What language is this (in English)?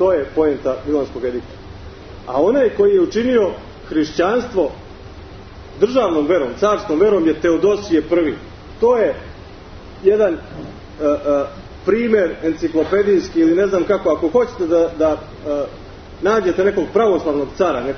Serbian